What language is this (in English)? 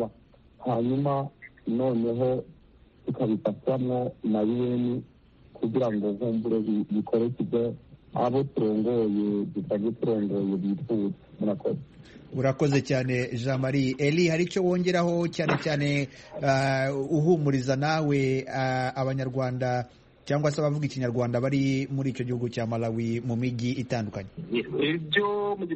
Kinyarwanda